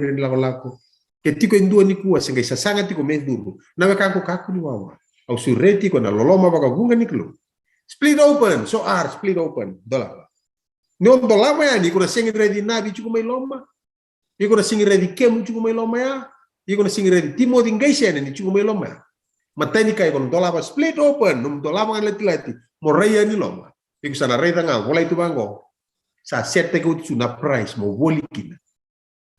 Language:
Fijian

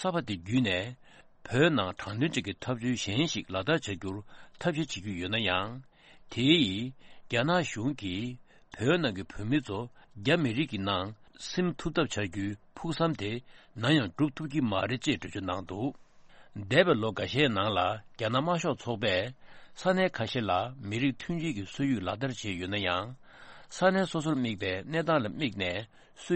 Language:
Tibetan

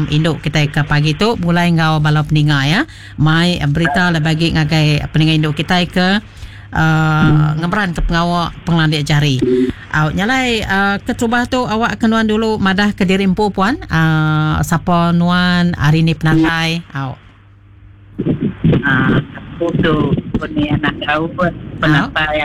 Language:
Iban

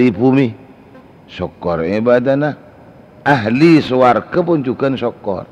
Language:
Madurese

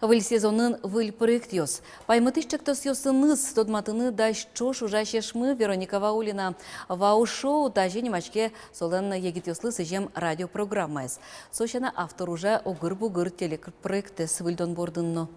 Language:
Udmurt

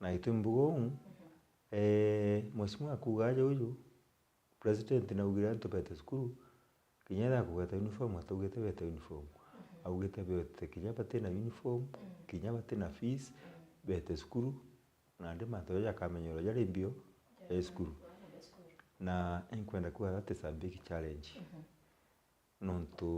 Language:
Meru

